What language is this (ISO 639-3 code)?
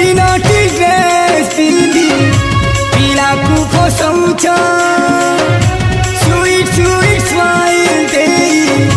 spv